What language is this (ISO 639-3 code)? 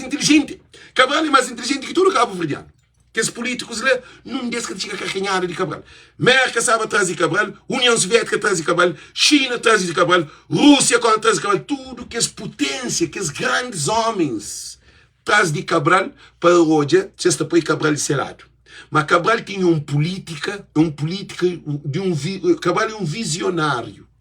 kea